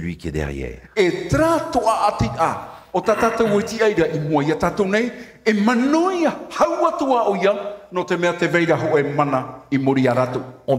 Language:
Tahitian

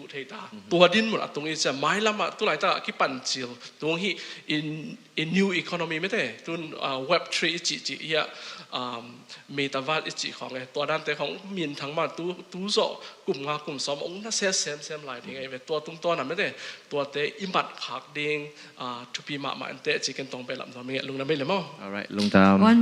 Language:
Tedim Chin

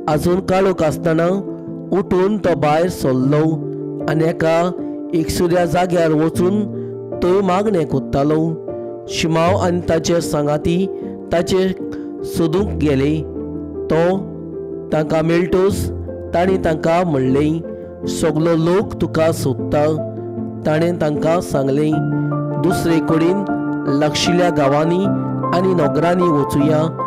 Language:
Konkani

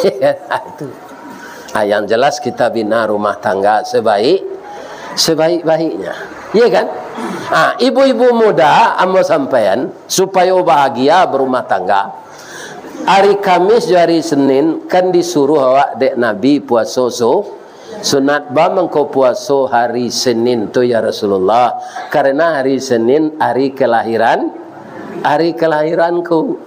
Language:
Minangkabau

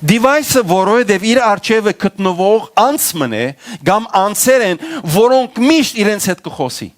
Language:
Western Armenian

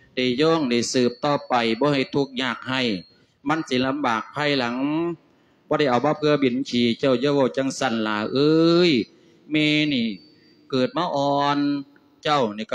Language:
Lao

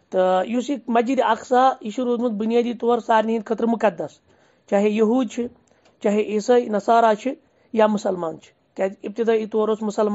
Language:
Kashmiri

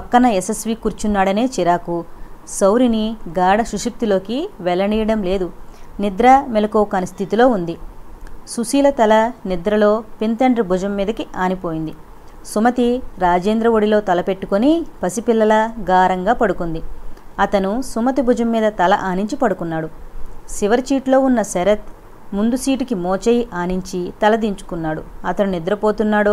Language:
Telugu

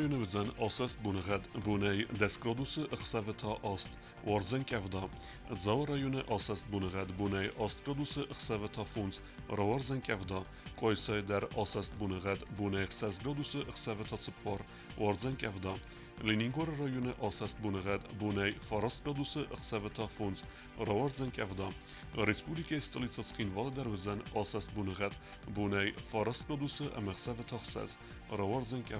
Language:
Ossetic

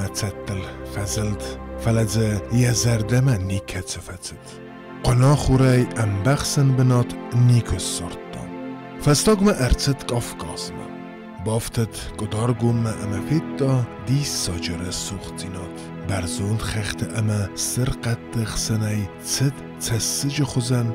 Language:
Ossetic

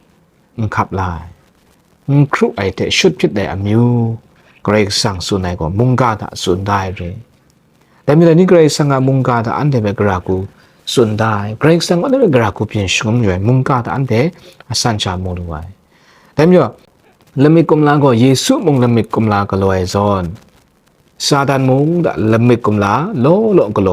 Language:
Kachin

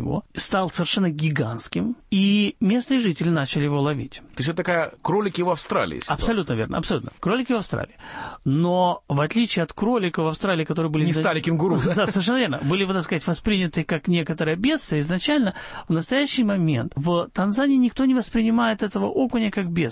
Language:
Russian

